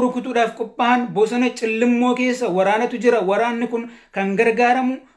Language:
Oromo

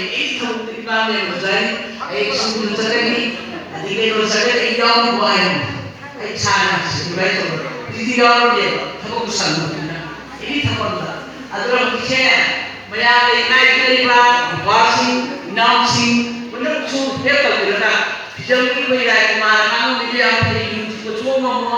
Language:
Manipuri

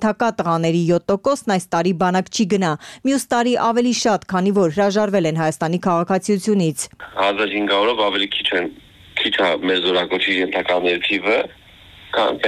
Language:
Armenian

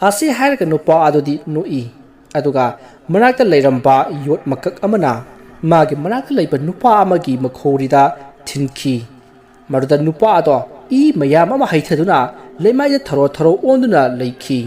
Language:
Manipuri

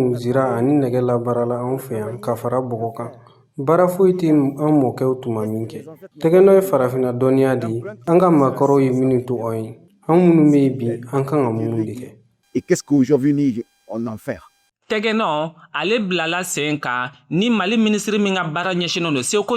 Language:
Bambara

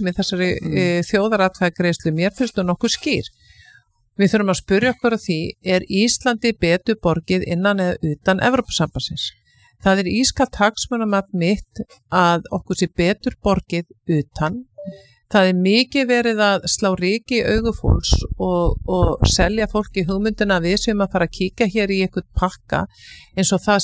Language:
Icelandic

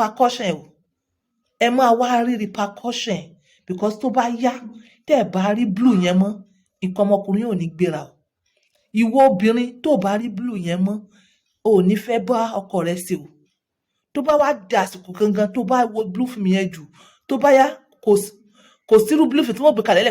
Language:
Yoruba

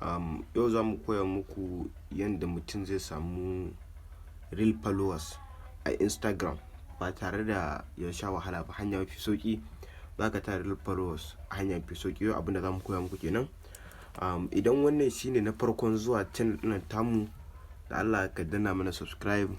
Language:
Hausa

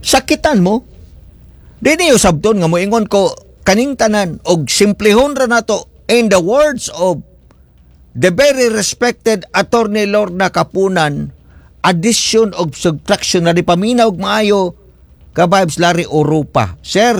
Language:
Cebuano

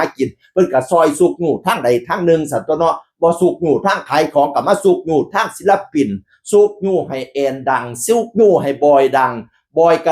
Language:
Northeastern Thai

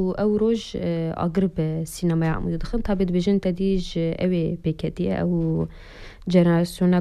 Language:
Kurdish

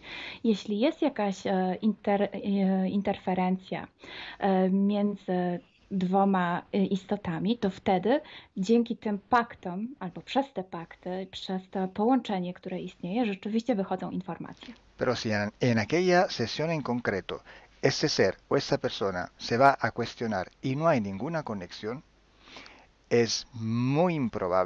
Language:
Polish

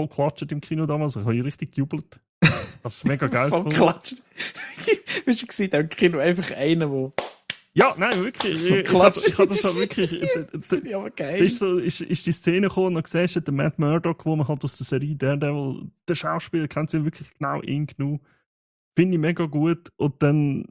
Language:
Swiss German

